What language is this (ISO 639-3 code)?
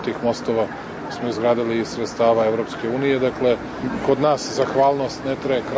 srp